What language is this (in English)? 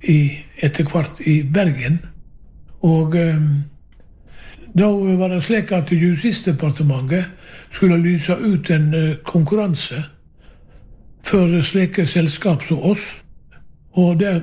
Norwegian